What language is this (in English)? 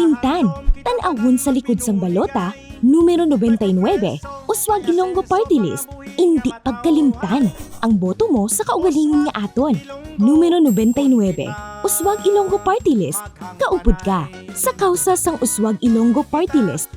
Hiligaynon